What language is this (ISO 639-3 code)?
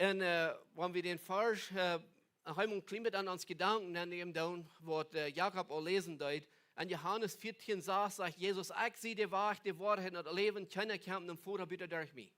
pdt